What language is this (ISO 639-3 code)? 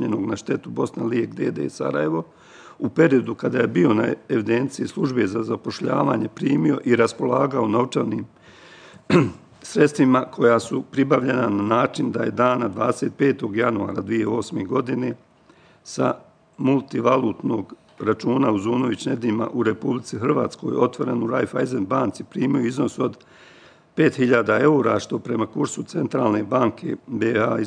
bos